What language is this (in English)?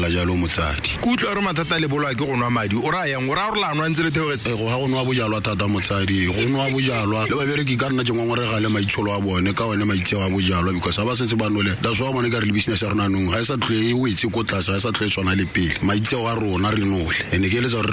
Tswana